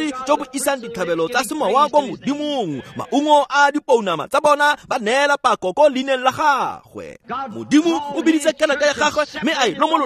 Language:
Tswana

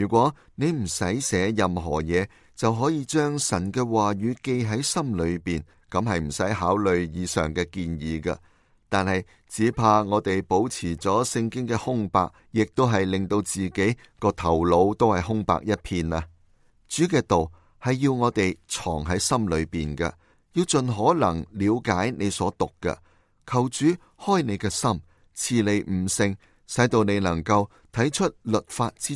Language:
Cantonese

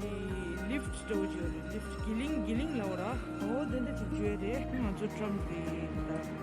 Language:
Tibetan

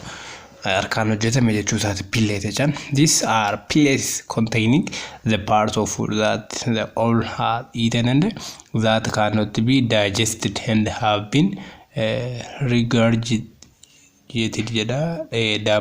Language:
Oromo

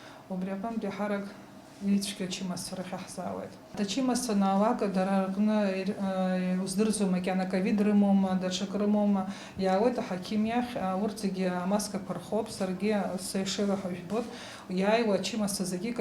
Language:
Abkhazian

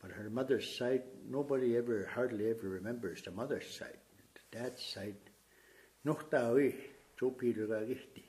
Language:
Plains Cree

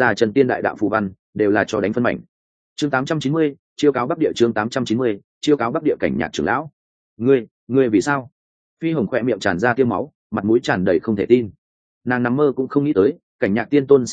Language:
Vietnamese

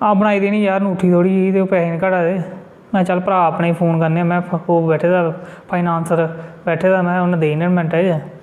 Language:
Dogri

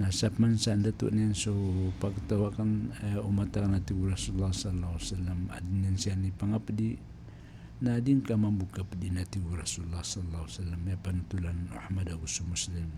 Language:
Maranao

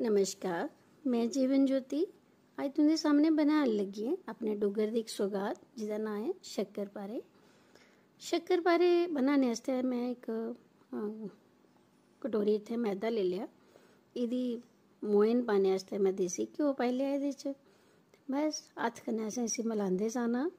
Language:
Dogri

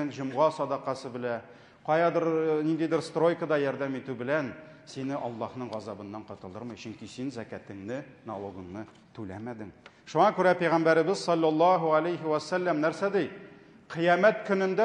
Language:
Tatar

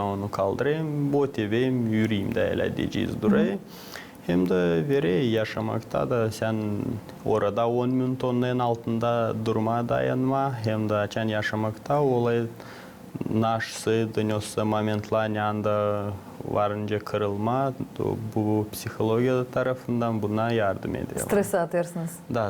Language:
Gagauz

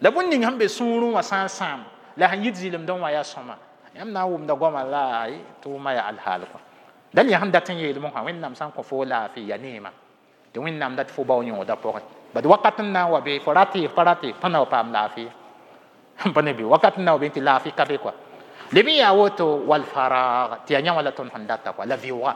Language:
Mossi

